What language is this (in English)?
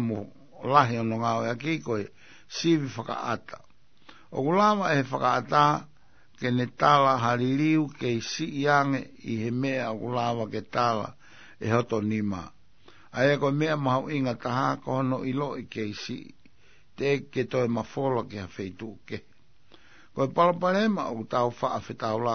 Tongan